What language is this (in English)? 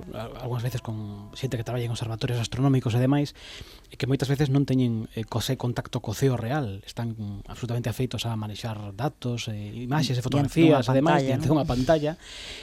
Galician